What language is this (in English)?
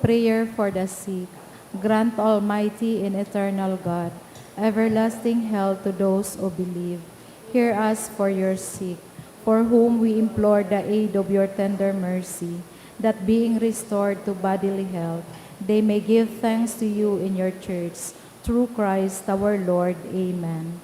Bikol